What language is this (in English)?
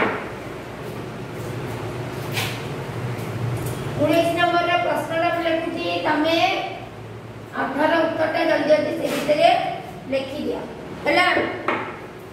Odia